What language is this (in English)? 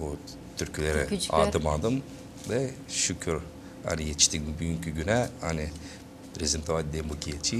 Gagauz